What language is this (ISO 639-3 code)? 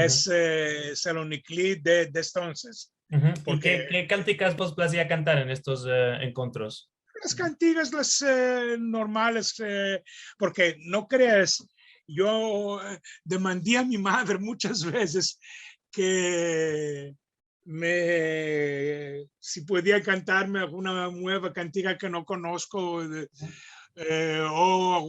lad